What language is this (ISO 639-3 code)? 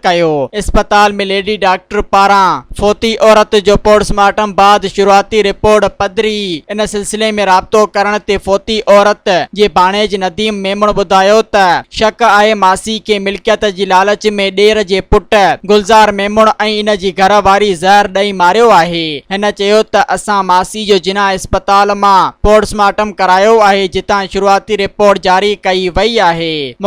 snd